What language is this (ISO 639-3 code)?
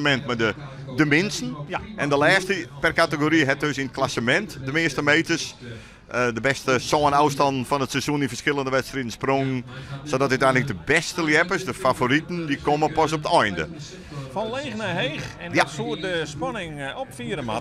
fry